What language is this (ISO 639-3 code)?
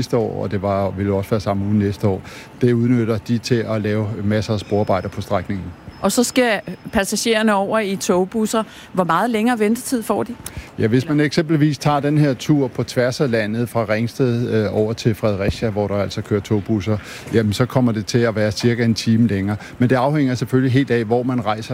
dan